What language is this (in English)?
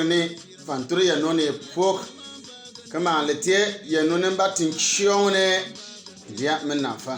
Bimoba